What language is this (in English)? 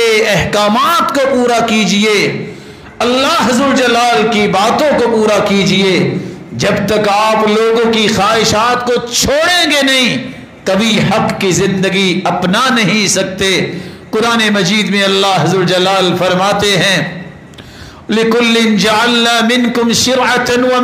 Urdu